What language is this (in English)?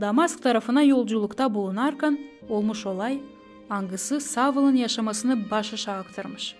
Gagauz